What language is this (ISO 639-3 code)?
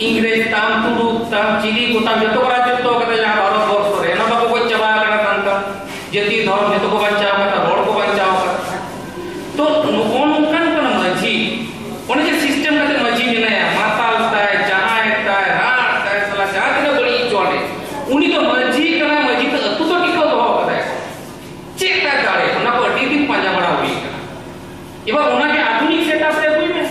sat